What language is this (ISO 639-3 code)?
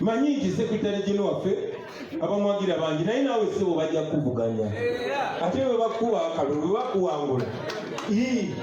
lug